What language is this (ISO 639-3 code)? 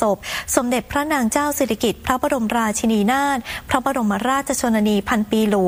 tha